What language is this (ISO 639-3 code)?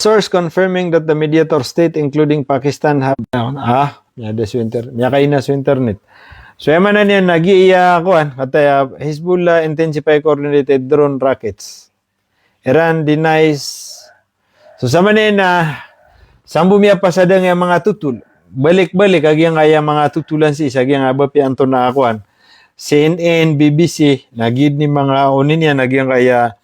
mrw